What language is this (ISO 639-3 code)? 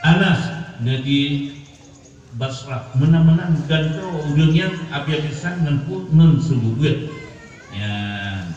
ace